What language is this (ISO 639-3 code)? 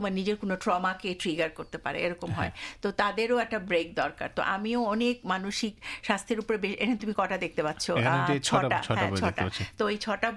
ben